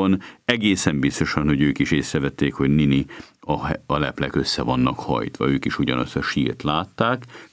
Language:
Hungarian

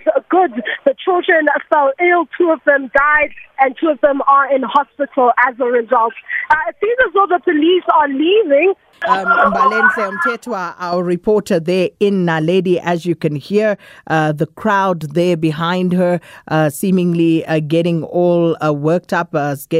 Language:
English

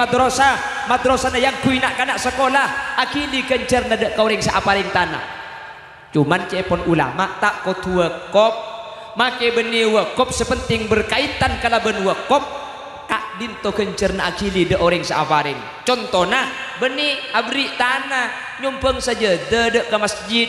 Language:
Madurese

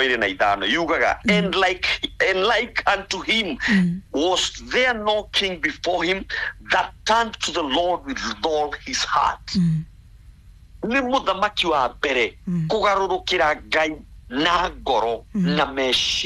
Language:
Kikuyu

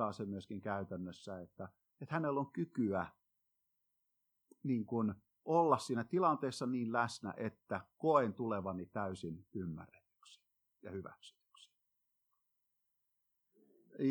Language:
Finnish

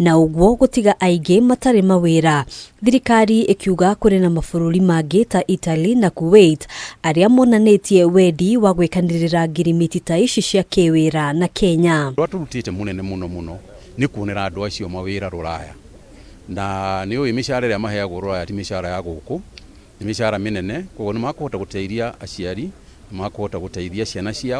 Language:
Kikuyu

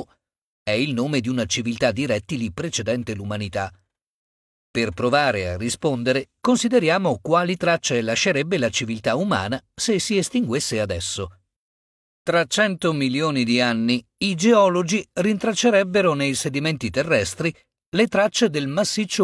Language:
Italian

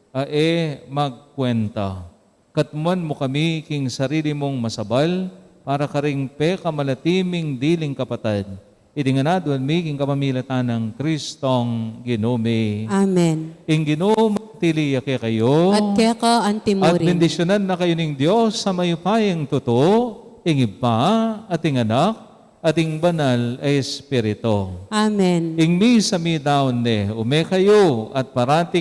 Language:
Pampanga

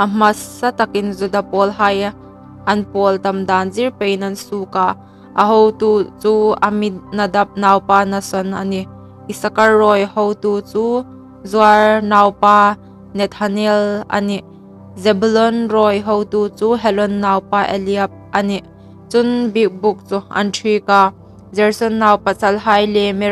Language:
Hmar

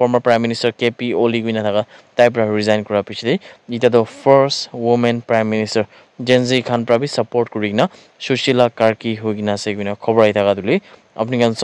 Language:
Naga Pidgin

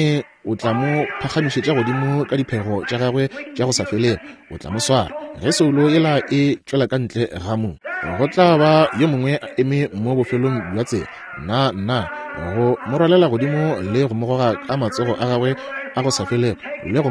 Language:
Northern Sotho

